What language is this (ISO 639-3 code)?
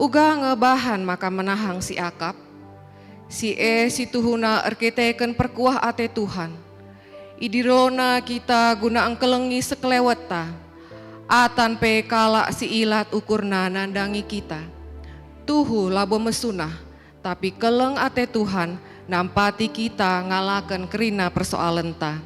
btx